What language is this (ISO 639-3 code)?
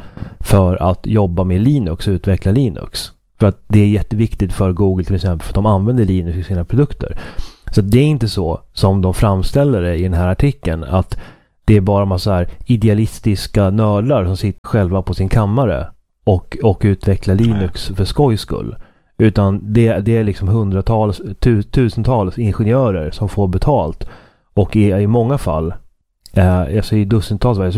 swe